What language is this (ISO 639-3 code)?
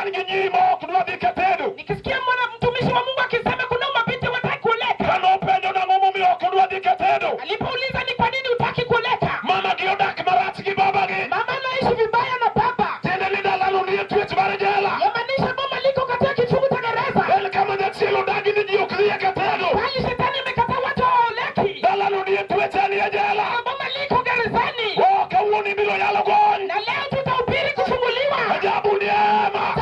luo